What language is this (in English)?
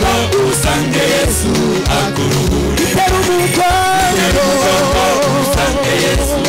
Kinyarwanda